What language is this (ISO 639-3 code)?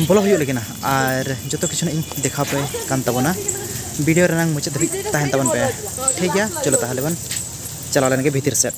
sat